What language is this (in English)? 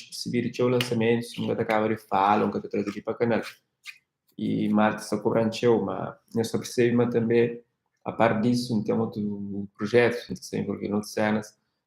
Kabuverdianu